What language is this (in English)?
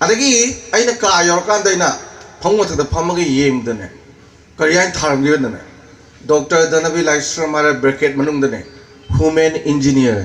Manipuri